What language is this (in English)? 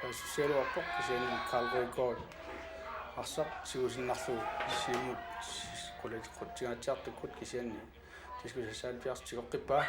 Kalaallisut